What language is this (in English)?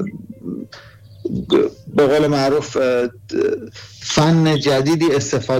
Persian